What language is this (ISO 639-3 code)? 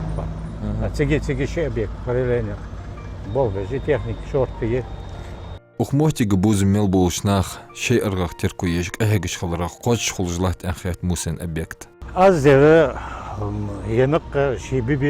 inh